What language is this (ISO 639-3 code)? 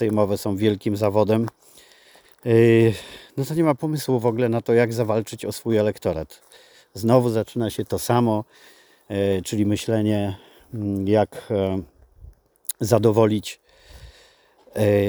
pol